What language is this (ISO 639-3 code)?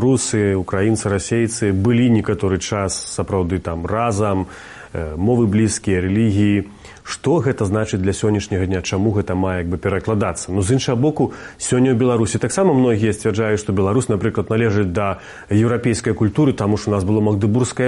bel